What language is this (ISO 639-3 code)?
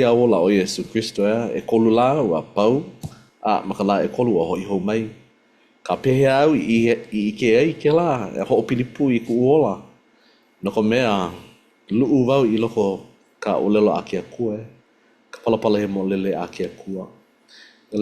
haw